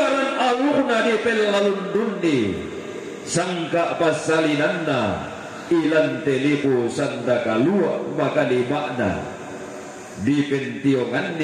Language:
Toraja-Sa'dan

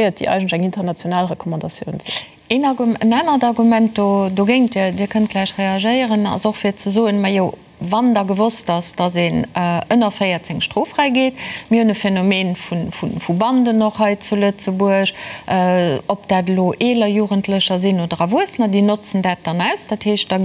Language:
Luxembourgish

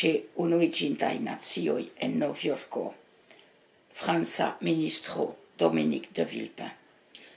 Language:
Esperanto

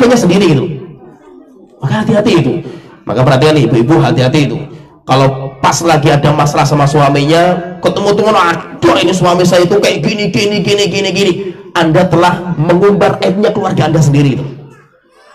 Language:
Indonesian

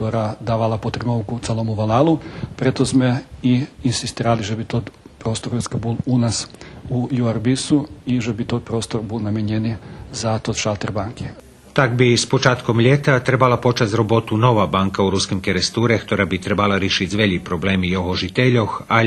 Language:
Rusyn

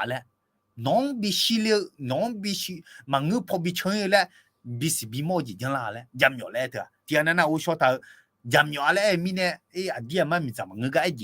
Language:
Akha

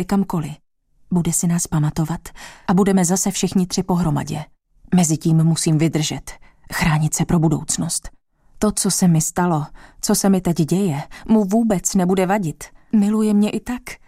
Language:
Czech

